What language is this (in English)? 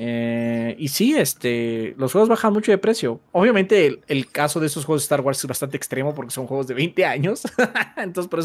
Spanish